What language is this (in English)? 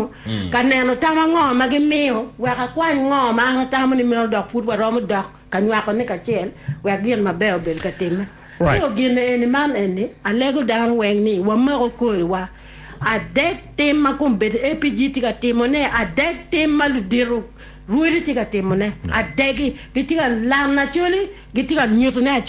Acoli